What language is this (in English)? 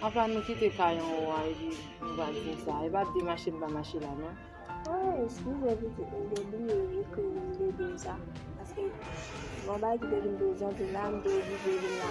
Haitian Creole